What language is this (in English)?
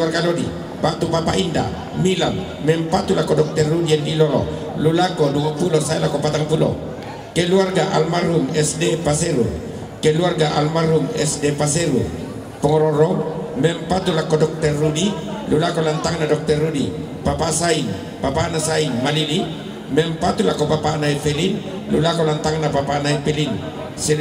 Toraja-Sa'dan